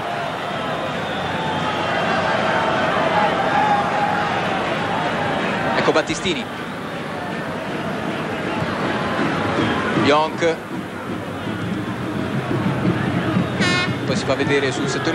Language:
Italian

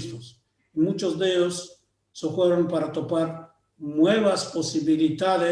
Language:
Ladino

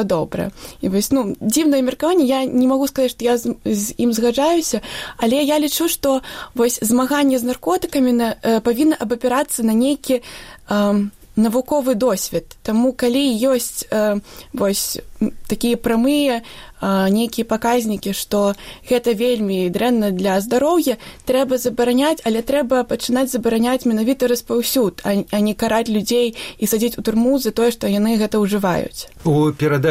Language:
Belarusian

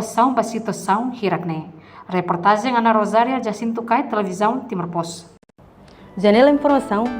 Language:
Tetum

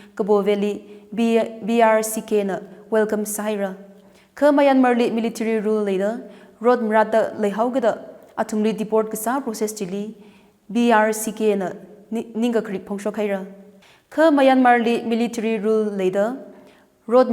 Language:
Tangkhul Naga (India)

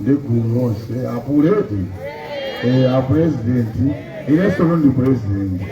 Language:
Nyanja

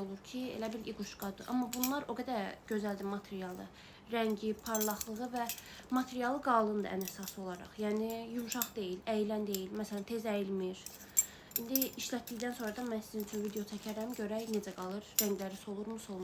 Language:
Azerbaijani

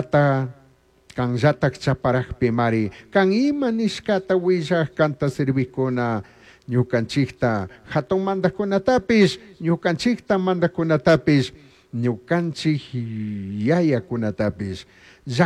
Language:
Chimborazo Highland Quichua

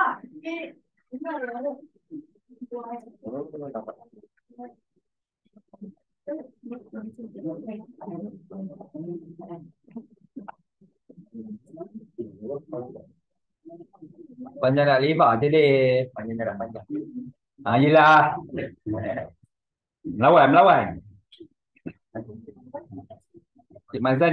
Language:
Malay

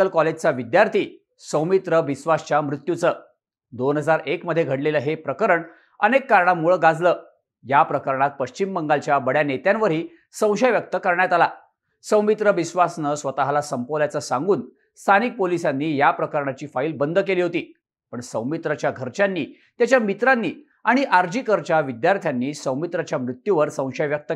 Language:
Marathi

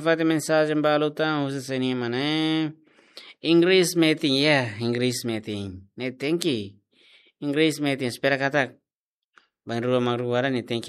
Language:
Tetum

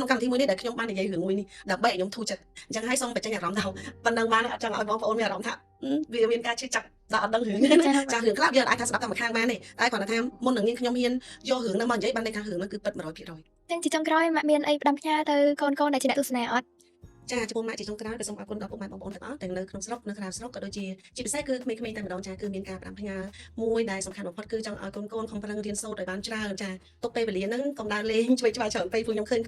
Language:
Khmer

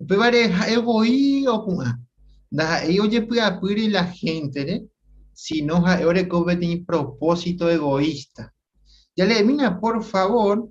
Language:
Guarani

